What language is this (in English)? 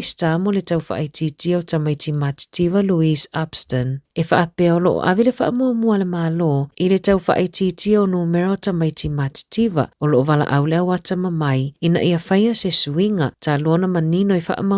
Samoan